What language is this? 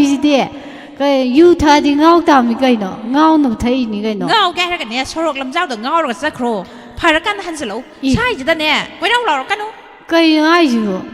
Manipuri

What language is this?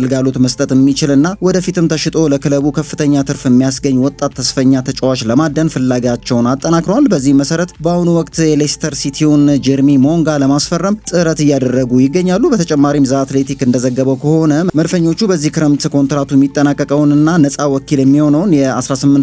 Amharic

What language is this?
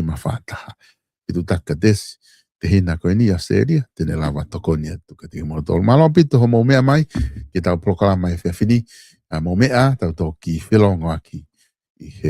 Tongan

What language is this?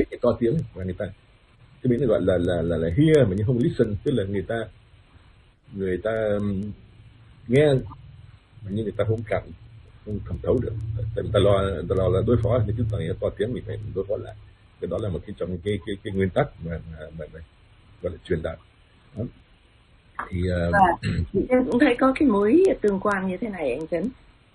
Vietnamese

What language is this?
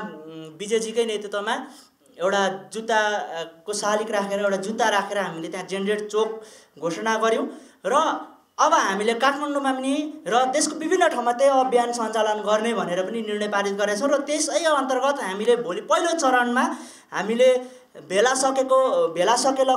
Nepali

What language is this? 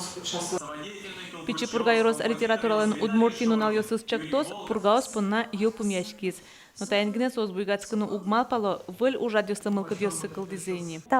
Udmurt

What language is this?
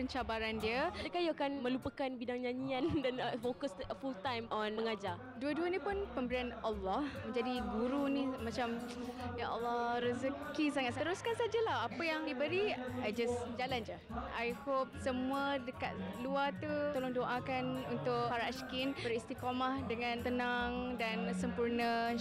Malay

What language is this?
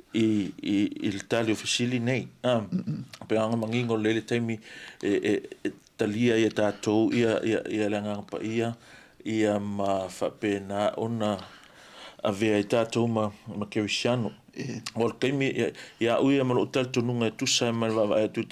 Samoan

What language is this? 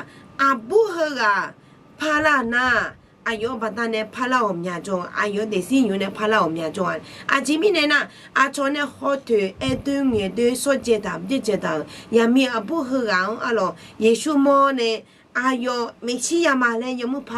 Akha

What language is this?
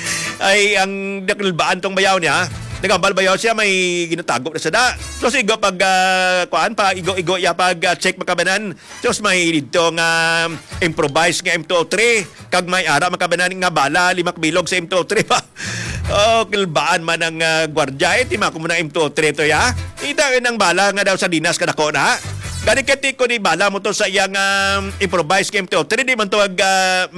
Hiligaynon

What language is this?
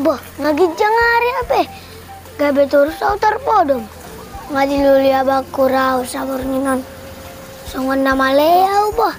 Batak Toba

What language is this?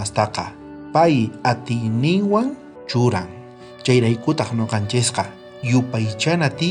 South Bolivian Quechua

